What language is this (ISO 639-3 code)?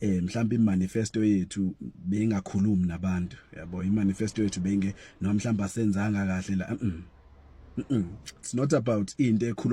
zul